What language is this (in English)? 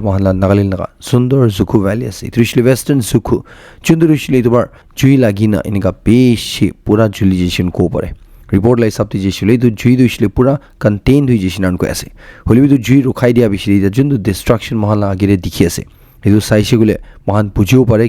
Naga Pidgin